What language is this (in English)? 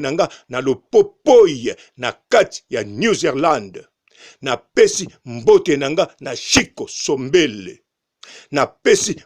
Lingala